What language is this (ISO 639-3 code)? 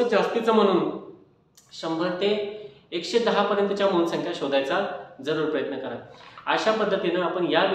mar